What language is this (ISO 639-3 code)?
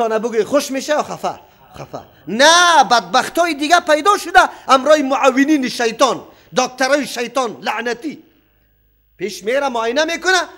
fas